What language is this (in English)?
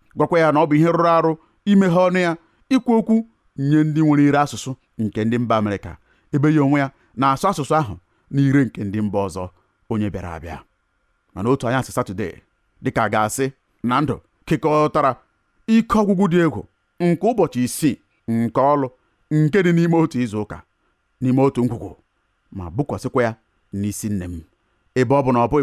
Igbo